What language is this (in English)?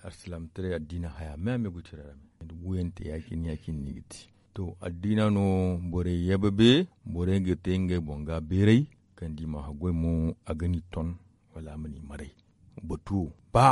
Zarma